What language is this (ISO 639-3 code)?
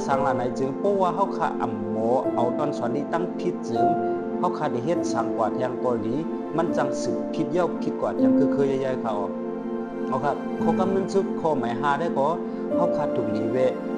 shn